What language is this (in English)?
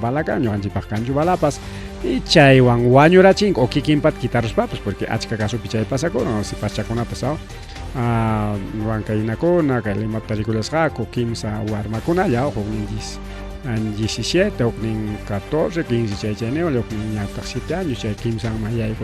Ayacucho Quechua